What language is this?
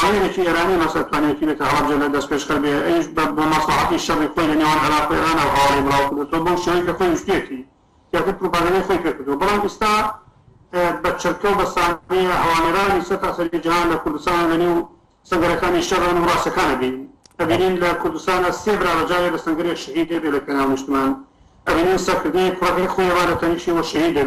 Central Kurdish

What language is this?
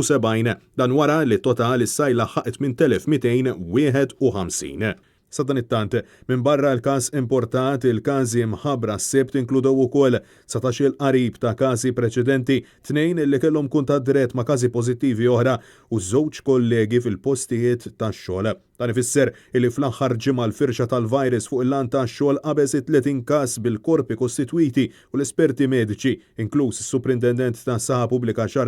Maltese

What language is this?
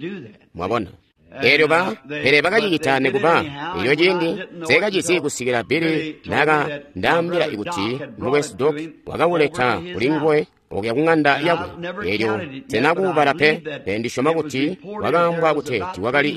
Tonga (Zambia)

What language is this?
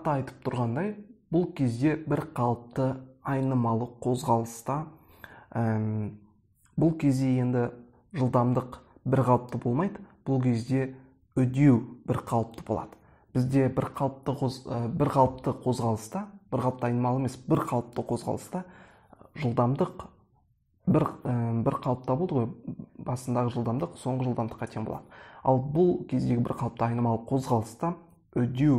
Kazakh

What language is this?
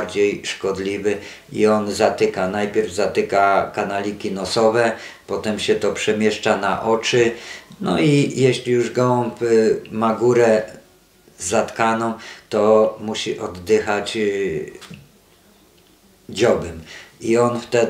Polish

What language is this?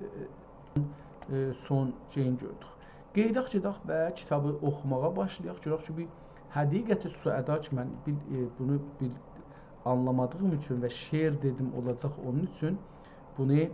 South Azerbaijani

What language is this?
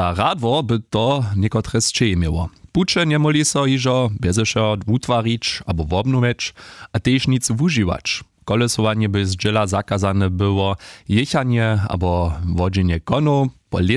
Upper Sorbian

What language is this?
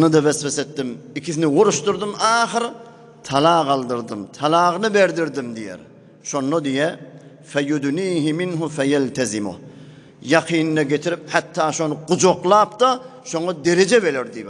Turkmen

